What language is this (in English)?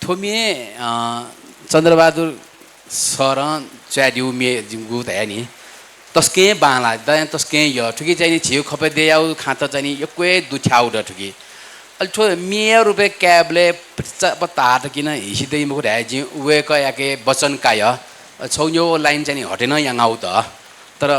Newari